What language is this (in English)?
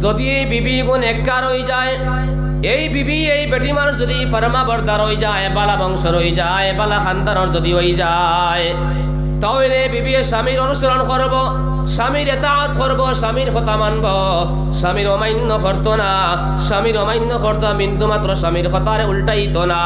Sylheti